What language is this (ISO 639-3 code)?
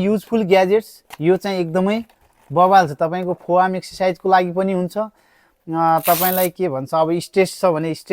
nep